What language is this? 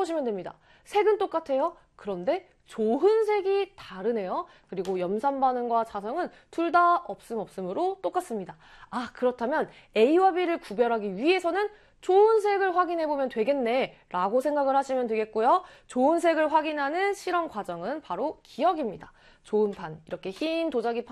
Korean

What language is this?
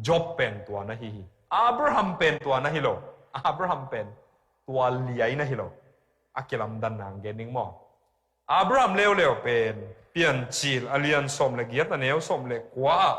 Tedim Chin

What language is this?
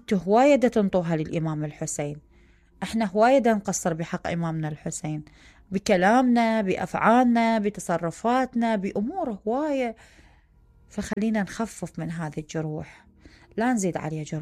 Mesopotamian Arabic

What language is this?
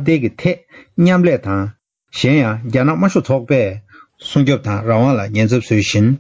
Tibetan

